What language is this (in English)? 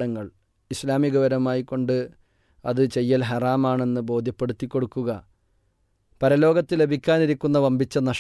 Malayalam